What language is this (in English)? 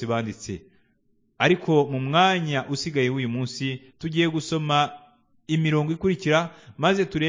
Kinyarwanda